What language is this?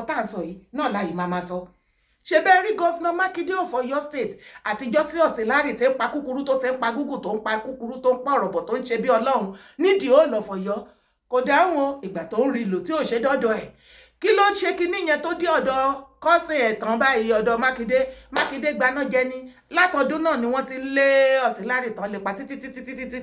Yoruba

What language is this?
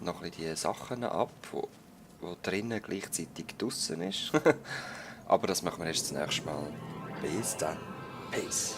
Swiss German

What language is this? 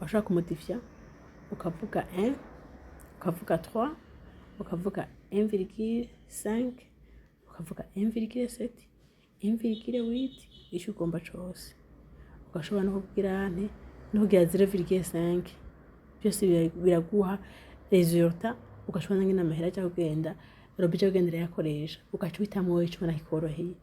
Rundi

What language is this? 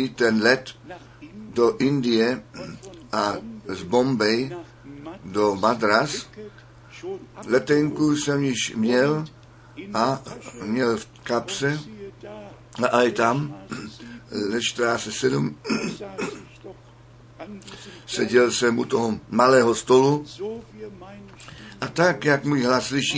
Czech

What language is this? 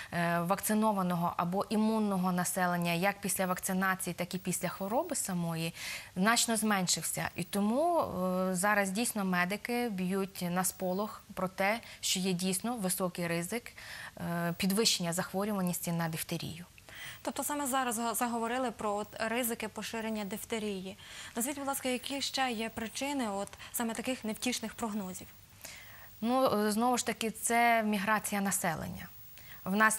Ukrainian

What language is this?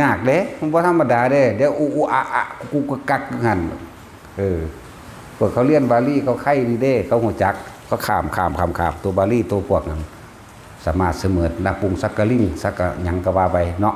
Northeastern Thai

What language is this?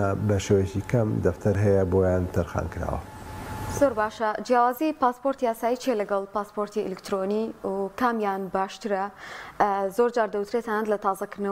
Central Kurdish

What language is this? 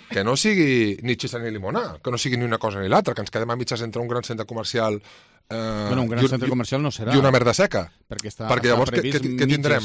Catalan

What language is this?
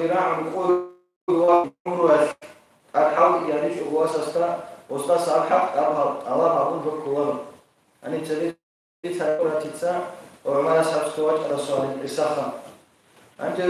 Avaric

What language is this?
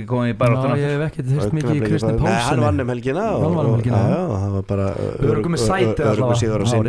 Icelandic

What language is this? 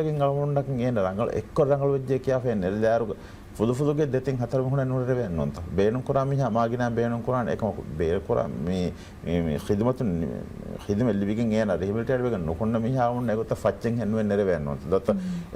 Divehi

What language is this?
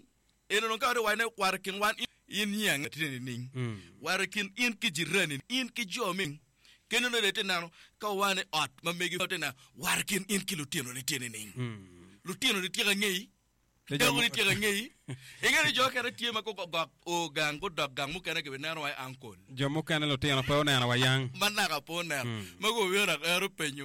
Acoli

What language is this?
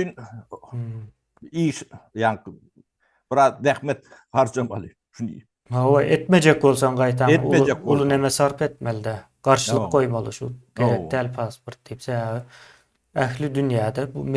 Turkmen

